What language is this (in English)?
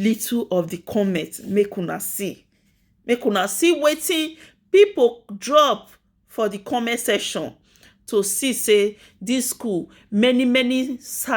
Nigerian Pidgin